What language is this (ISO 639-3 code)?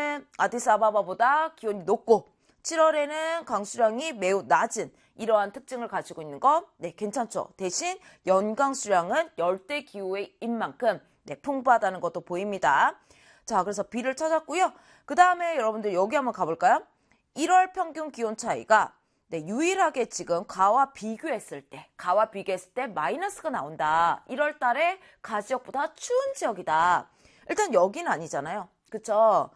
kor